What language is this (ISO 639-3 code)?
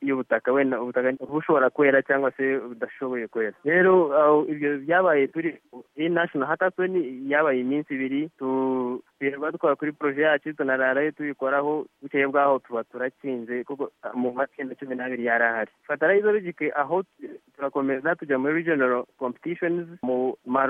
kin